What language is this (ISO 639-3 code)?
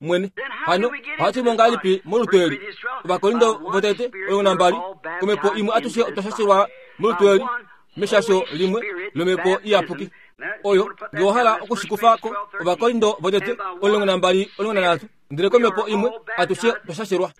kua